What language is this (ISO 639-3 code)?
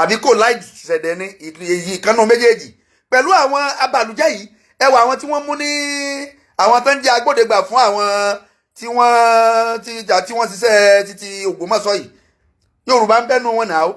yor